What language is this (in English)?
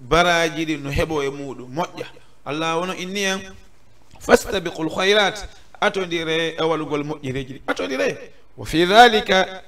Fula